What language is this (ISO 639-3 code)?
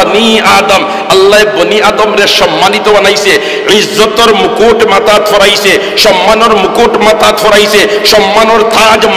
syl